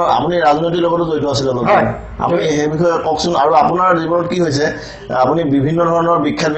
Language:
Assamese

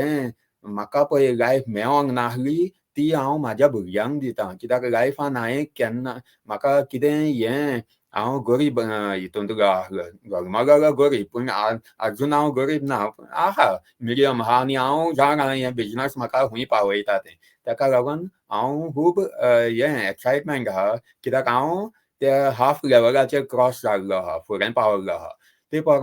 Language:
Konkani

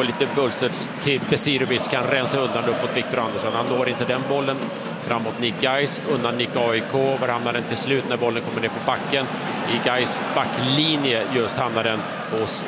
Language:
Swedish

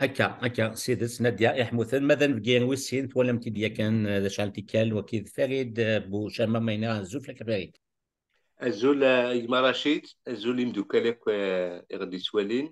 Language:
Kabyle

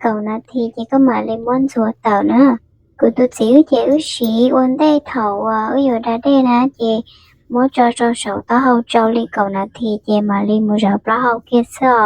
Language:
Hmong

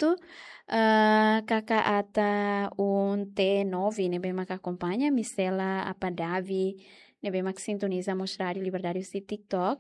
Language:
Tetum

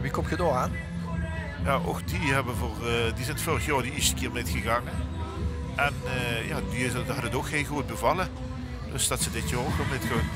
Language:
Limburgish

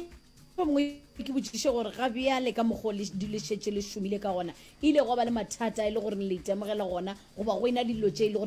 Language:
Northern Sotho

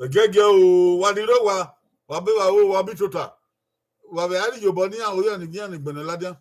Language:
Bini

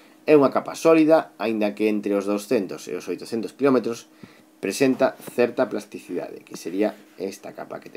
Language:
Galician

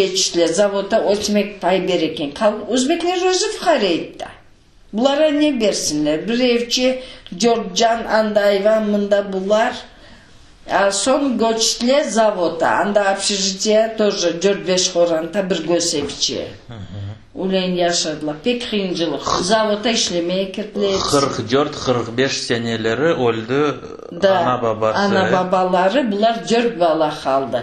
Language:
Crimean Tatar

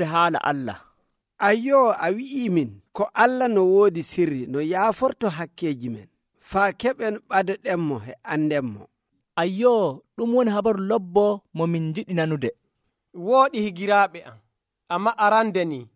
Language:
Nigerian Fulfulde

